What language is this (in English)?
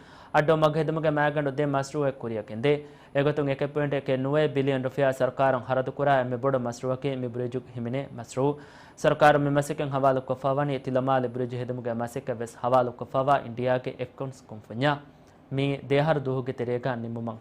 Divehi